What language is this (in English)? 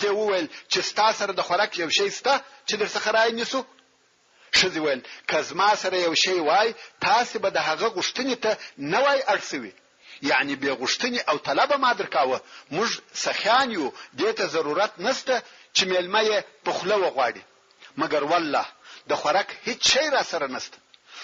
Pashto